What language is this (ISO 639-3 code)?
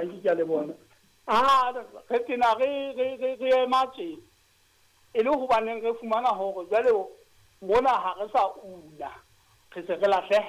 sot